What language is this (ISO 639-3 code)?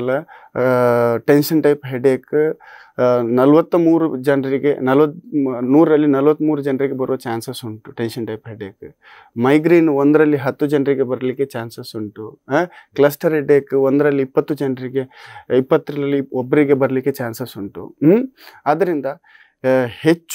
kan